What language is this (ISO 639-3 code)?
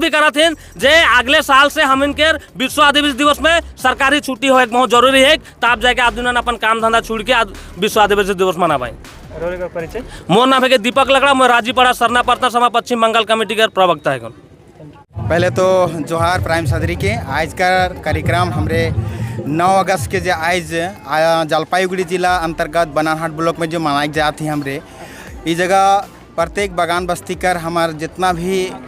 sck